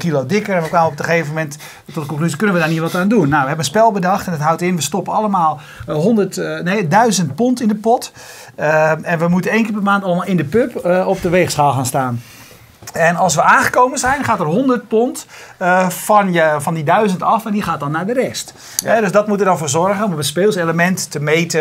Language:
Dutch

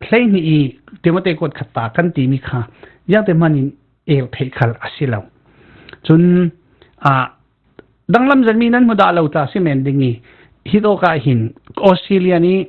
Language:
Falam Chin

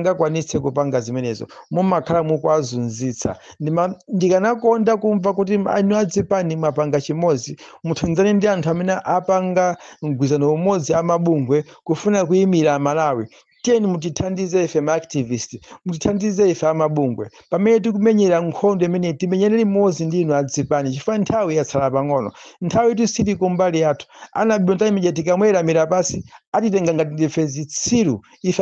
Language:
Nyanja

